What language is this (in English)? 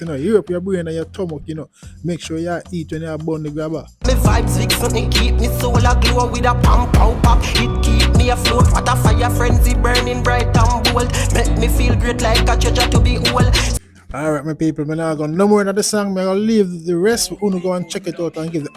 Jamaican Creole English